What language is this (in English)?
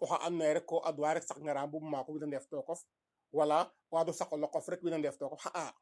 Serer